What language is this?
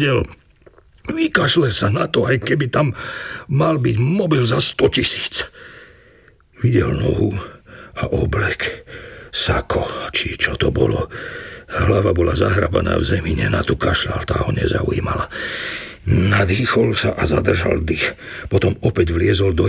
Slovak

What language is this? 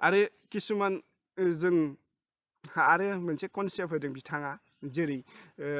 Bodo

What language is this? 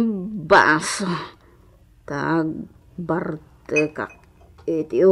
Iloko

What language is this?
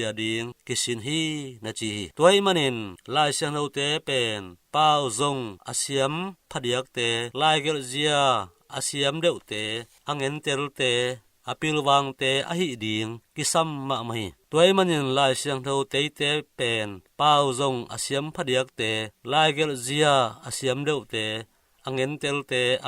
Tedim Chin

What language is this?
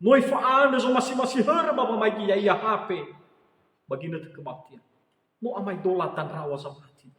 Nias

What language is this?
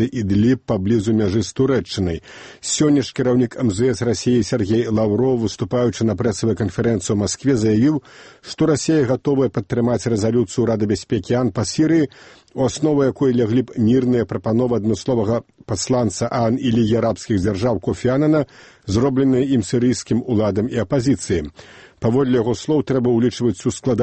Belarusian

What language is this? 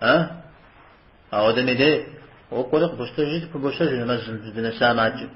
Kabardian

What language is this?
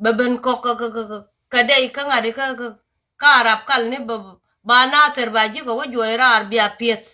Nuer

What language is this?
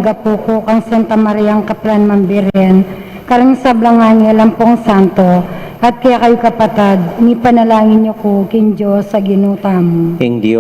Pampanga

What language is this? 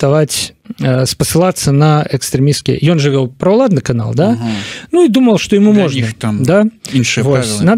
Belarusian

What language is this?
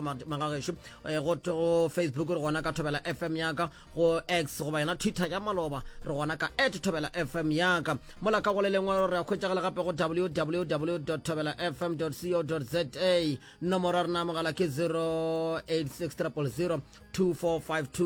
Northern Sotho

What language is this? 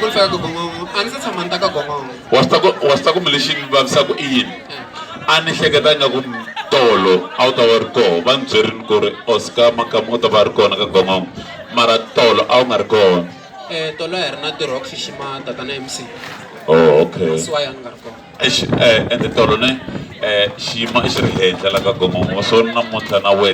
Tsonga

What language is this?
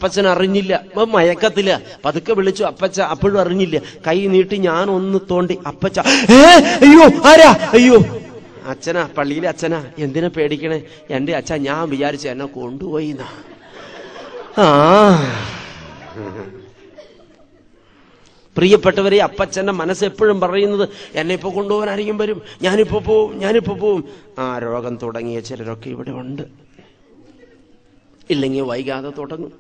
Malayalam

